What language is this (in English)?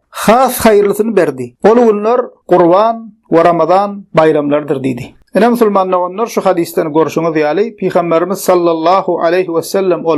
Turkmen